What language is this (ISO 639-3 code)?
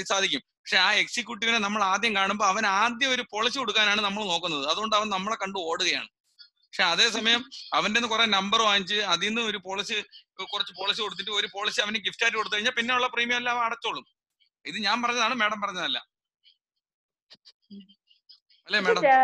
mal